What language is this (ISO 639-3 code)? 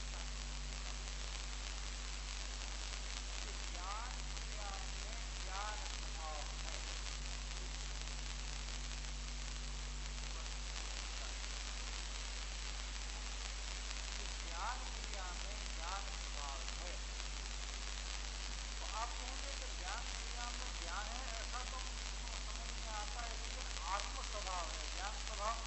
hin